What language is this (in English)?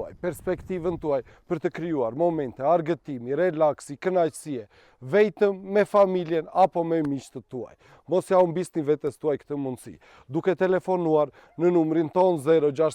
Albanian